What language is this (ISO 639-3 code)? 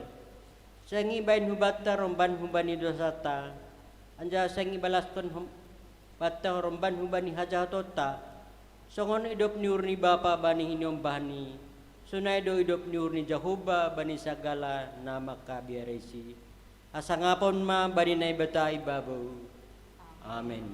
bts